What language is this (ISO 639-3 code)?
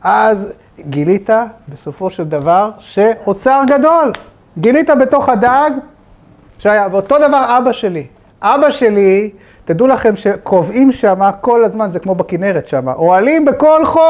heb